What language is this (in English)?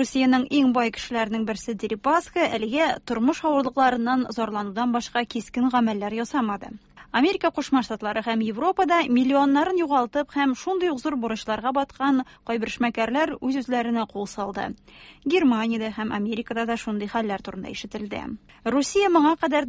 Tatar